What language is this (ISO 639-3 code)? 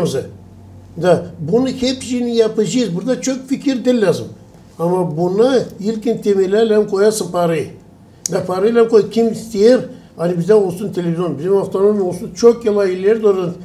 gag